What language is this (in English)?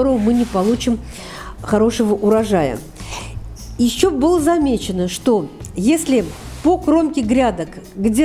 Russian